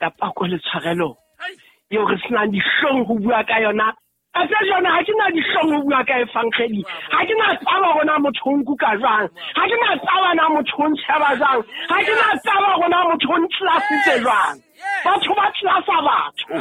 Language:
Southern Sotho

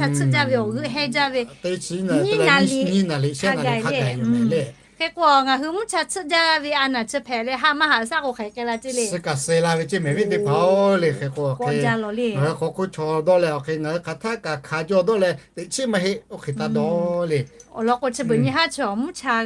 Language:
Lahu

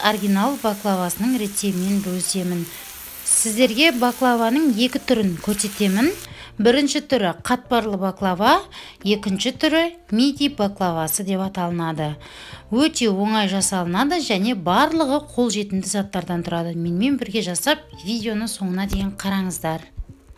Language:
Kazakh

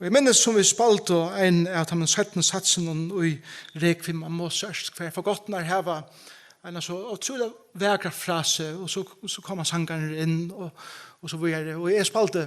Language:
Faroese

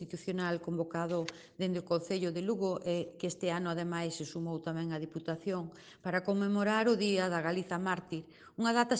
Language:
Galician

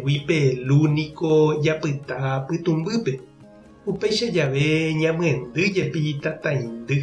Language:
Guarani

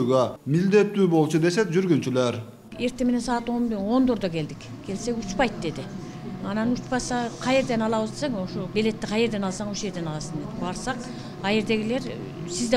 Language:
Kyrgyz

